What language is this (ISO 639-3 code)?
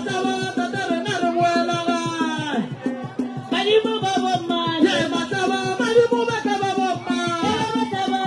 nso